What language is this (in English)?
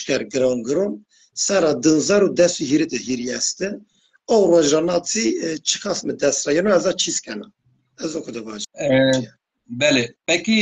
Zaza